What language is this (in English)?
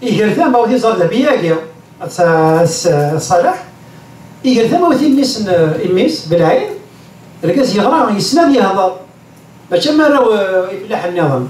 Kabyle